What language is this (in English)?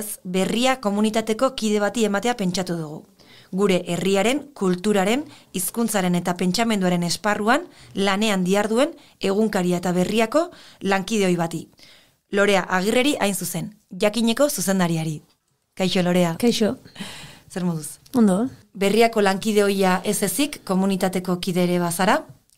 Basque